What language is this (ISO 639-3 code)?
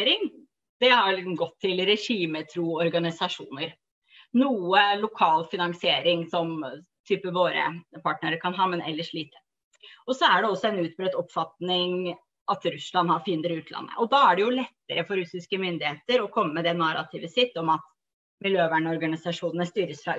nor